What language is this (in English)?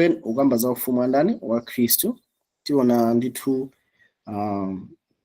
Nyanja